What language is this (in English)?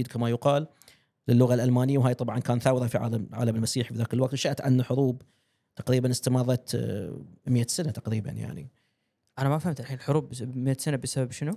Gulf Arabic